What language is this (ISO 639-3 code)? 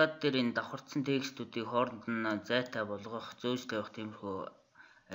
mon